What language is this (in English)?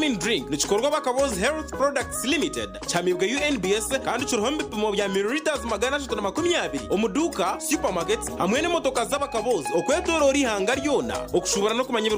Nyankole